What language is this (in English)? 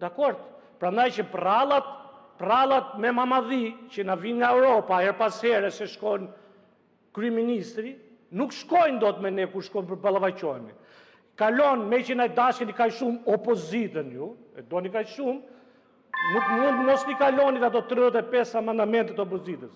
Albanian